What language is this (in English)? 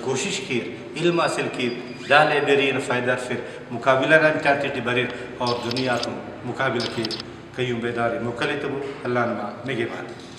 Brahui